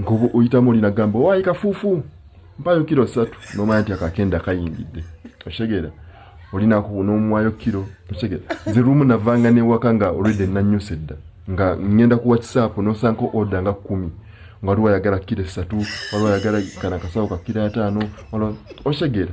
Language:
Ganda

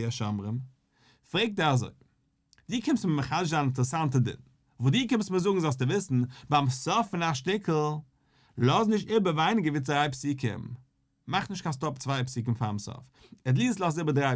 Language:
Yiddish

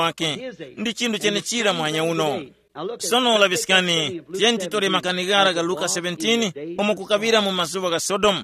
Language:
Tumbuka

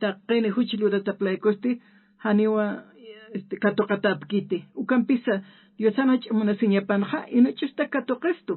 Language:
Aymara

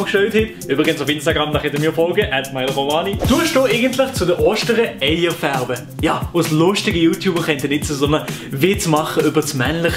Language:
Swiss German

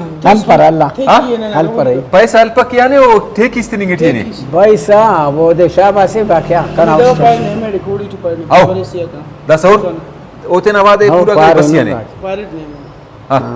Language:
Brahui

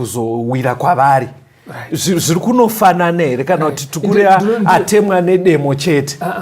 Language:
Shona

